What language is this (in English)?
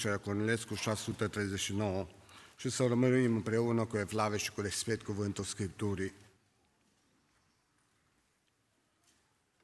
Romanian